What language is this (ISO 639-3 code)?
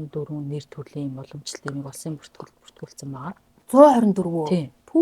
mon